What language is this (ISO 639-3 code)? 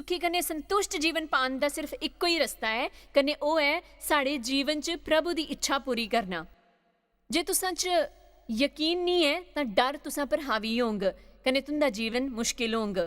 doi